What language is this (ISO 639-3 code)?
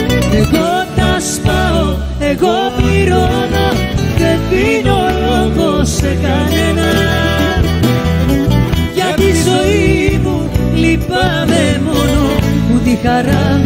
ell